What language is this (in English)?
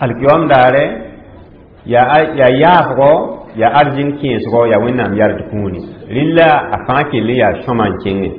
Mossi